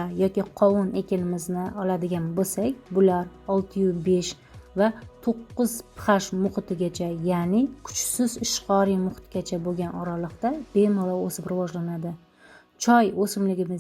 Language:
Uzbek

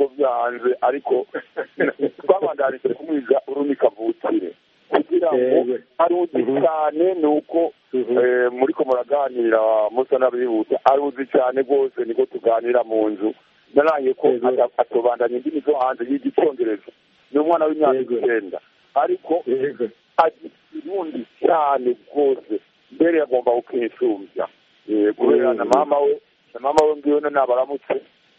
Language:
Kinyarwanda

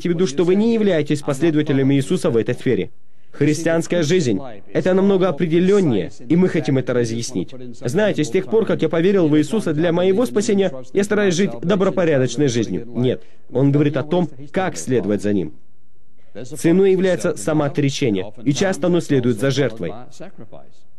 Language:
Russian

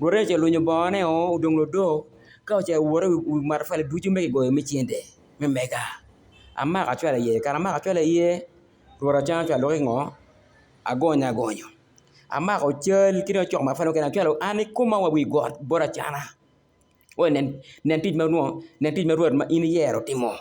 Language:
Acoli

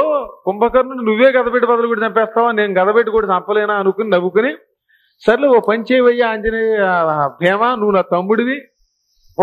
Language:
Telugu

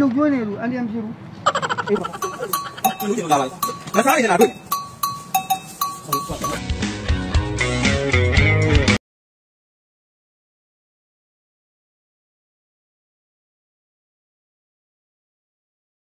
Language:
Burmese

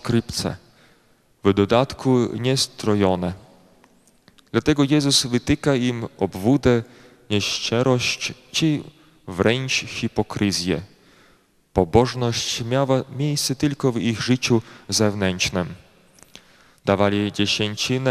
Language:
Polish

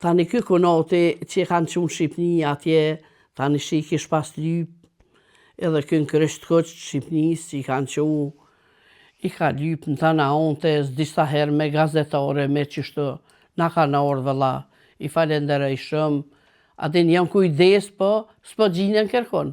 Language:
Albanian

